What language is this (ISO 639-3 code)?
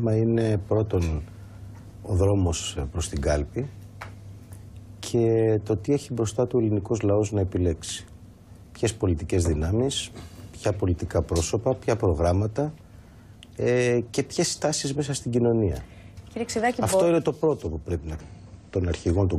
ell